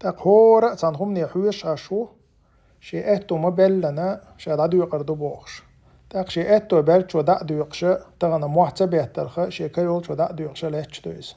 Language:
Chechen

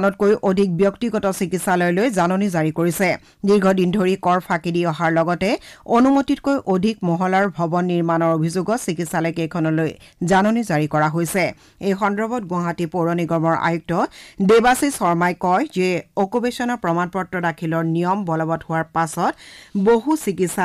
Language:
Assamese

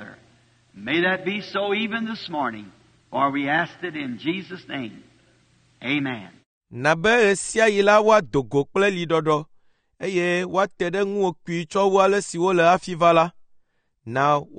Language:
Ewe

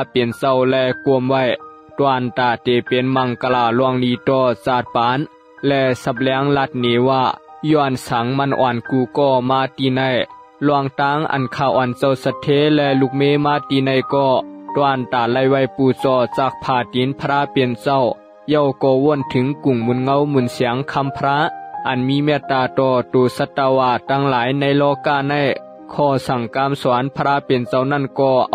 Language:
Shan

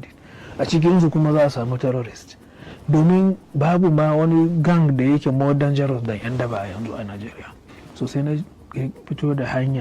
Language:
Hausa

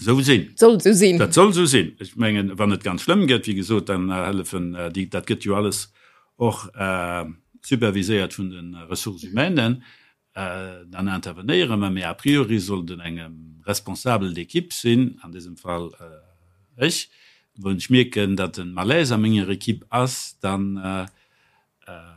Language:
Luxembourgish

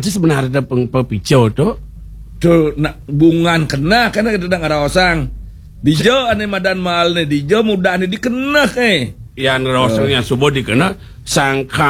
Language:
Balinese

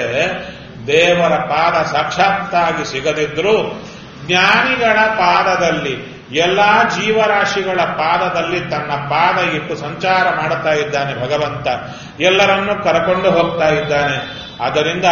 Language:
Kannada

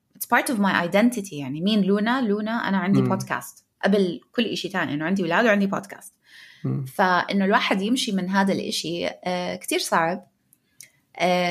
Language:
North Levantine Arabic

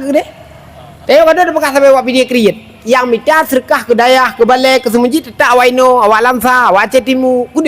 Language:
Achinese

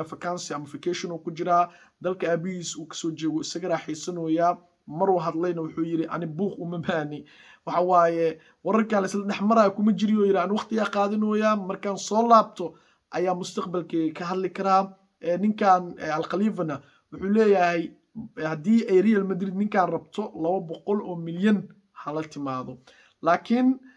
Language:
Somali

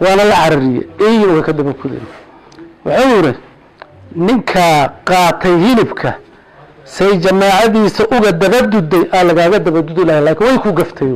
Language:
Somali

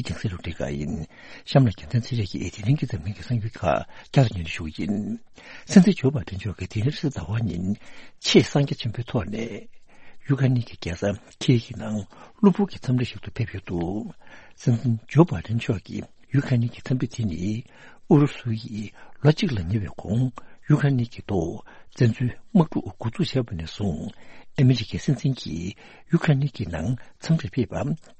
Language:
Tibetan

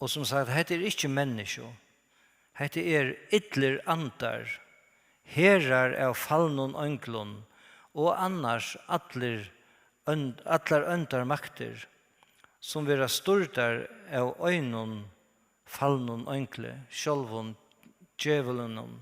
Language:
Faroese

